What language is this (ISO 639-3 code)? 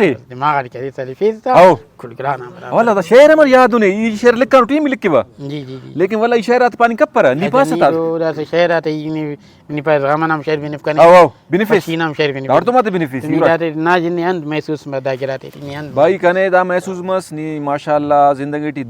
brh